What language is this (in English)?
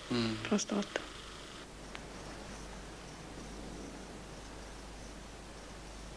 Swedish